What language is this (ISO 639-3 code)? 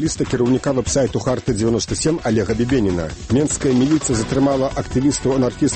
bel